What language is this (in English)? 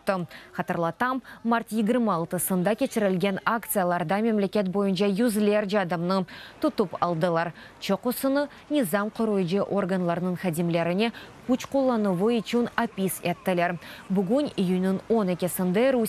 Crimean Tatar